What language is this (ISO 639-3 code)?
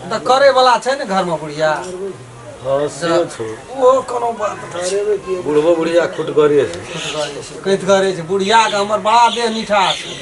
mai